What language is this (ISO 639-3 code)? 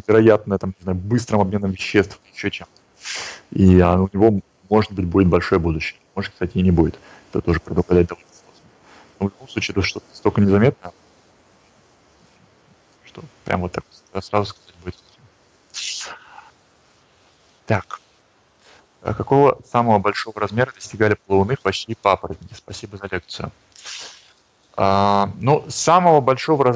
rus